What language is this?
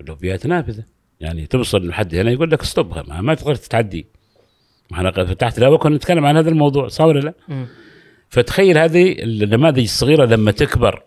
Gulf Arabic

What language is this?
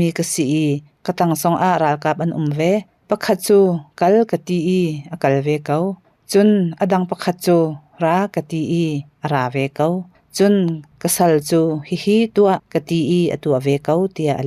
Hakha Chin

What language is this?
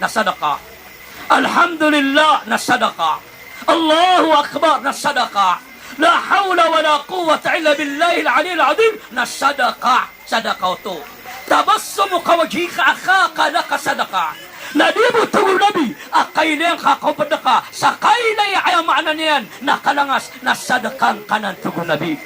Maranao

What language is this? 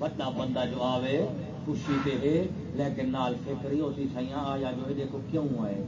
Saraiki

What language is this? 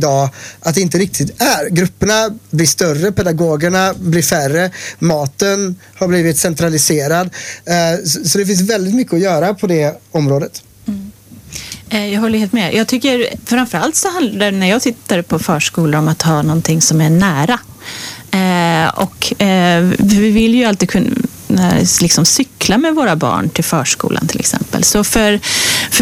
Swedish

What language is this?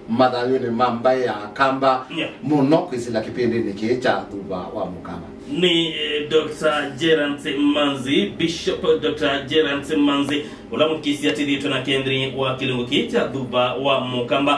Kamba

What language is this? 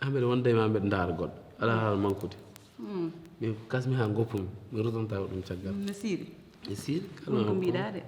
Fula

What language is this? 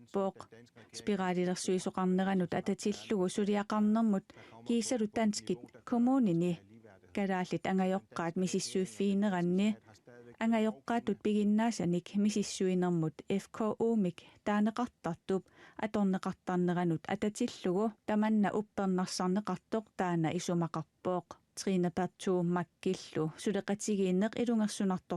Kalaallisut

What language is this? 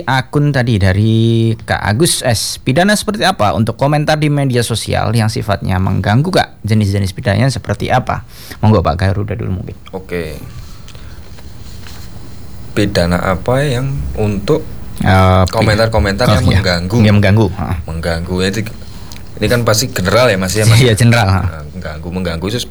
Indonesian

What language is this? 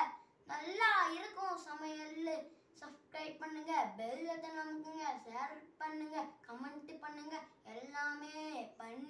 Tamil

